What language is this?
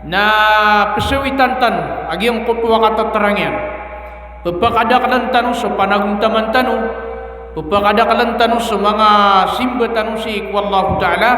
Maranao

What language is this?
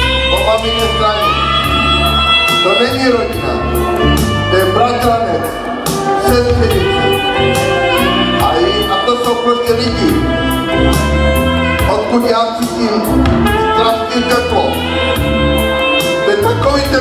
Czech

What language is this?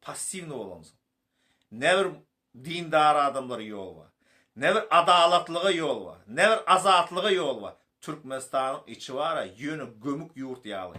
Turkmen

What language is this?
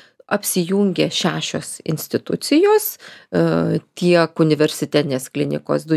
Lithuanian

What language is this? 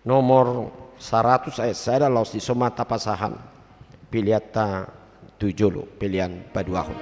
Batak Toba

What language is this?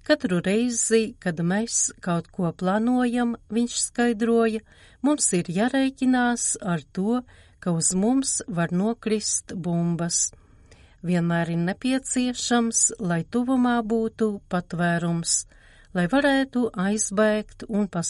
Latvian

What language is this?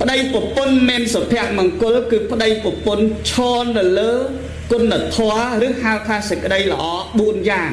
Khmer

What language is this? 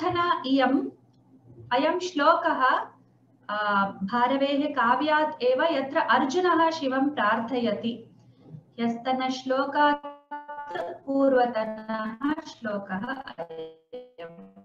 Sanskrit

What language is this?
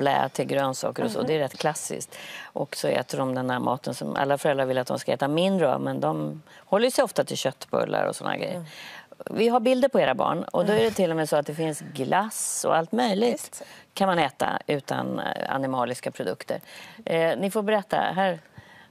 Swedish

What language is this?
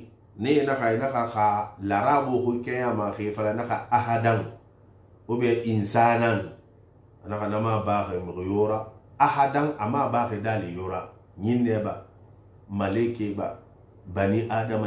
Susu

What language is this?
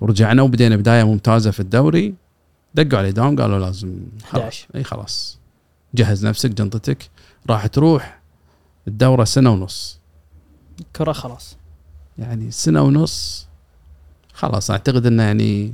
Gulf Arabic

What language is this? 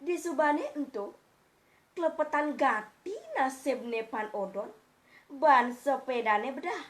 Balinese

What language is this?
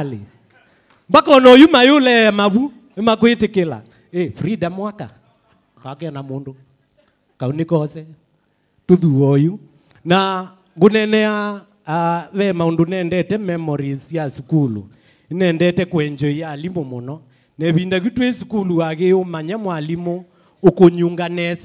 Kamba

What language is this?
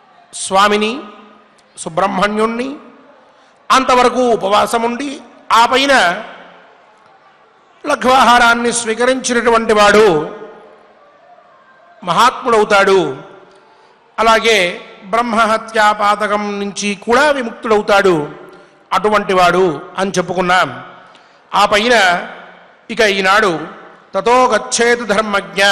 Telugu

